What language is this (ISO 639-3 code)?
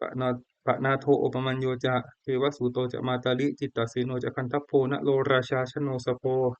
pli